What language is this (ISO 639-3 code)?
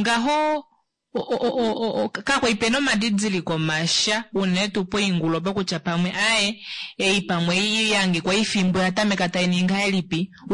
kua